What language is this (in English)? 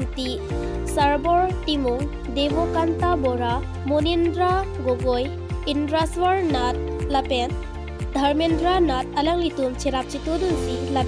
Karbi